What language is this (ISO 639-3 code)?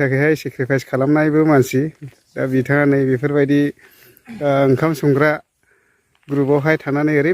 brx